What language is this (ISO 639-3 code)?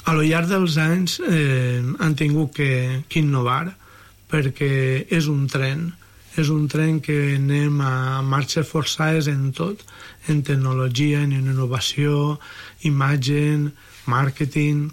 cat